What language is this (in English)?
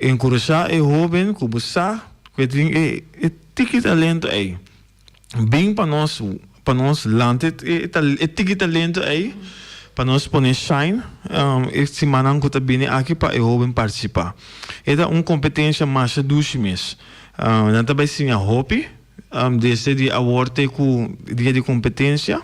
Papiamento